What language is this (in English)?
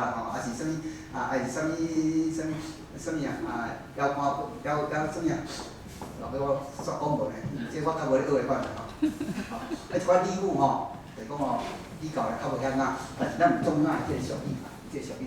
Min Nan Chinese